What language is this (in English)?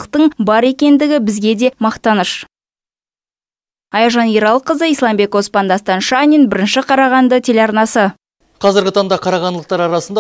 Kazakh